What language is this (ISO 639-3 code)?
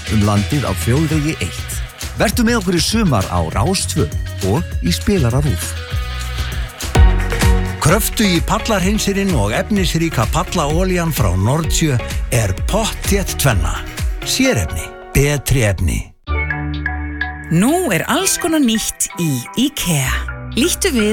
isl